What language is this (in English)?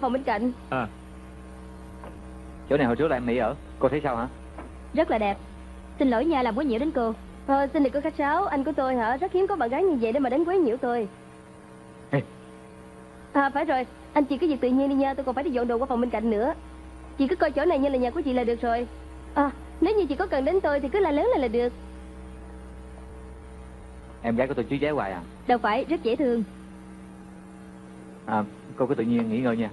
Vietnamese